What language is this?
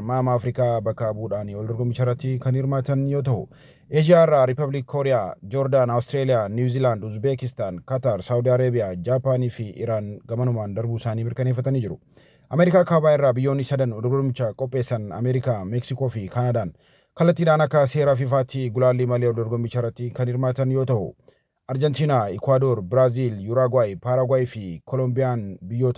Oromo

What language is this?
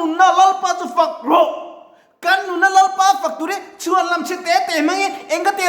Mizo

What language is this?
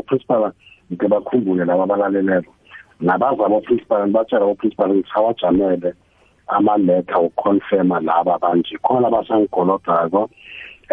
South Ndebele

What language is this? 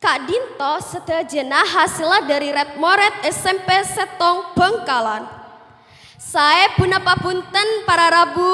Madurese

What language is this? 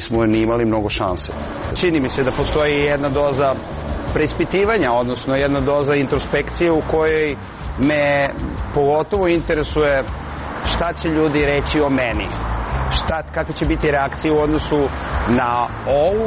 Serbian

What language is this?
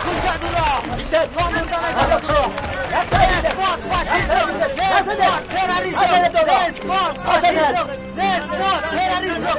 Tajik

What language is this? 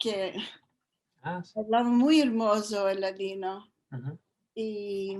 Ladino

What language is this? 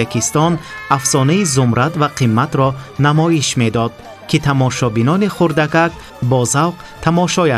Tajik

